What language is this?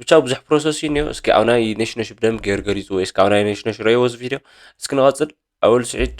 Tigrinya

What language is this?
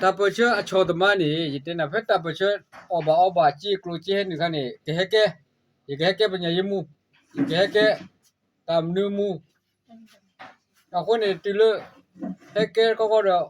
S'gaw Karen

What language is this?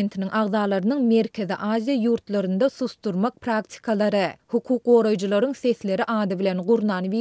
Turkmen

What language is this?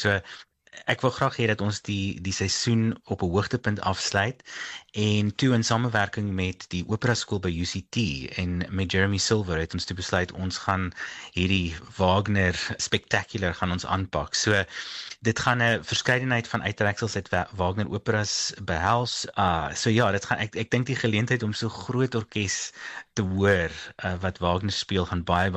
Afrikaans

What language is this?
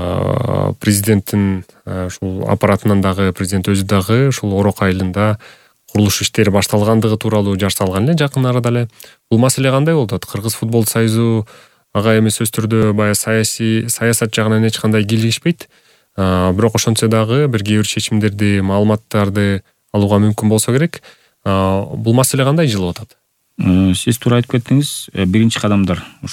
Kyrgyz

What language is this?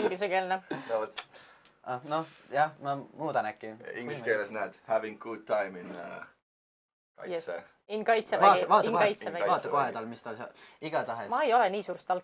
Estonian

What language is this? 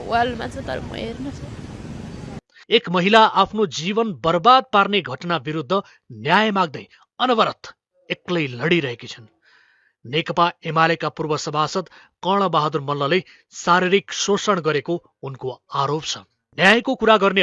Nepali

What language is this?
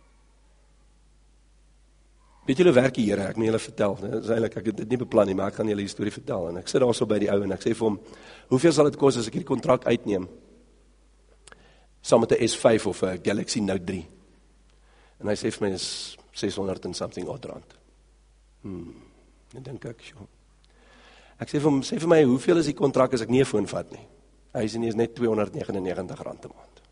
Afrikaans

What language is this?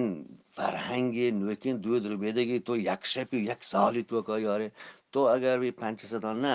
Eastern Balochi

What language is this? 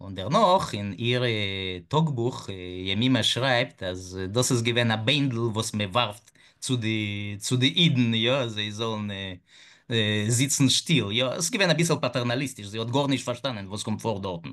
Yiddish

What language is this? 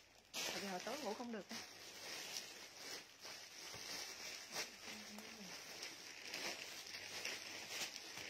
Vietnamese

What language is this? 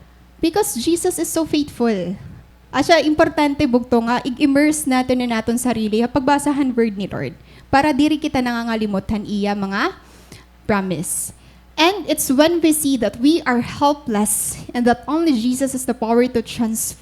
Waray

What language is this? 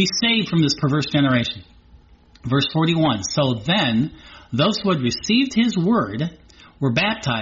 English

